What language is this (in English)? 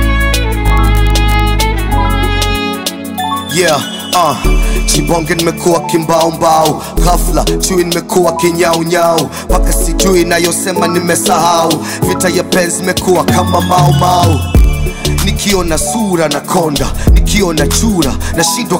Swahili